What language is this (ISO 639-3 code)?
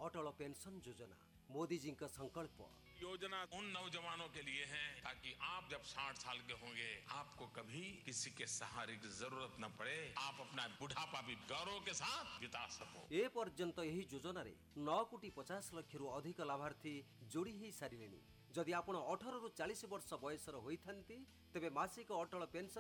ori